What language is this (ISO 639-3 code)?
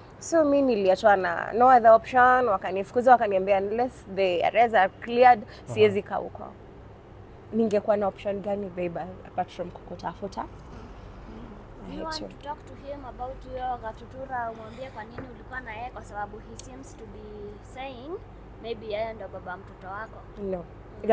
swa